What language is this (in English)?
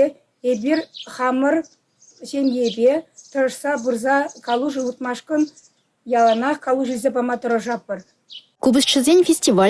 Chuvash